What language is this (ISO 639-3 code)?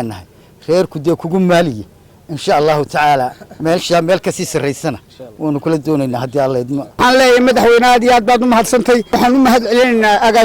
som